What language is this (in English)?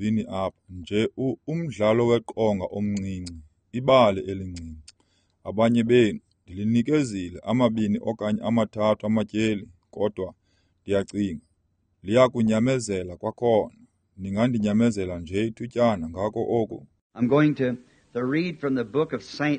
Xhosa